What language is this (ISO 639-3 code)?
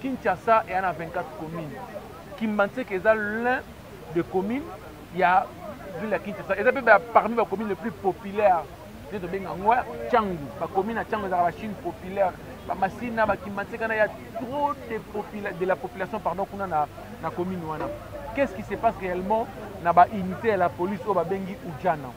lin